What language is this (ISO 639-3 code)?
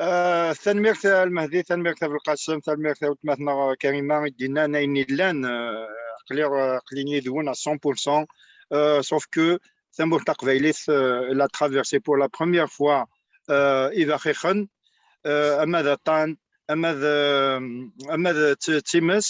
kab